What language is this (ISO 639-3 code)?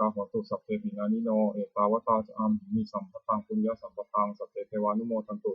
pli